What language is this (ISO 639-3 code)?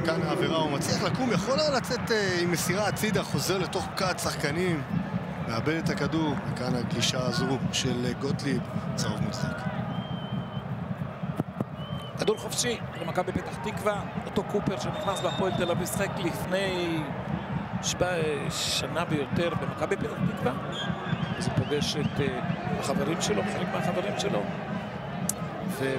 heb